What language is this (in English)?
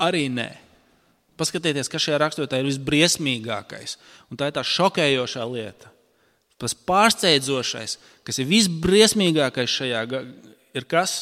Latvian